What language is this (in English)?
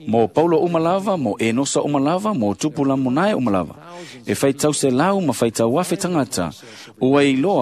Samoan